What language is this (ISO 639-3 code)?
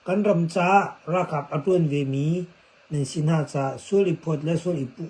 cnh